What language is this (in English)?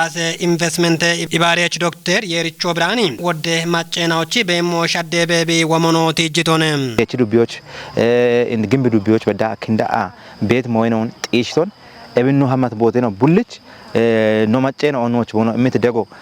Kafa